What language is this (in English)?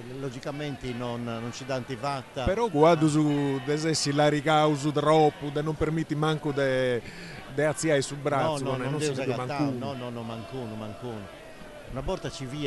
Sardinian